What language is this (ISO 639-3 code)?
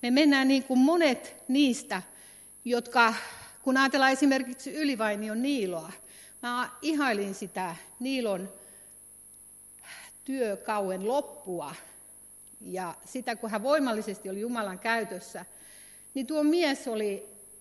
fin